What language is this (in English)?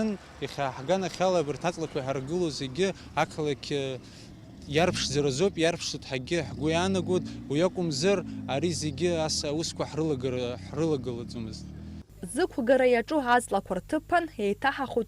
Abkhazian